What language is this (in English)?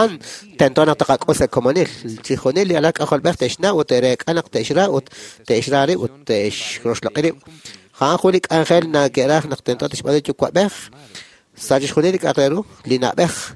Kekchí